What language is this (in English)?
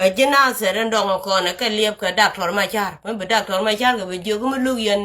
Nuer